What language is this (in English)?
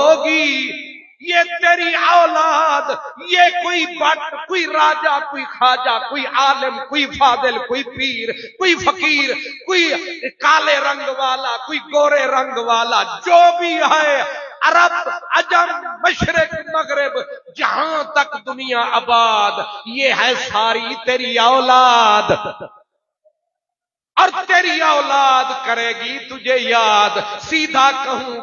Urdu